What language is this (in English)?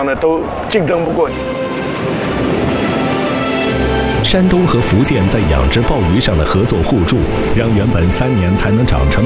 Chinese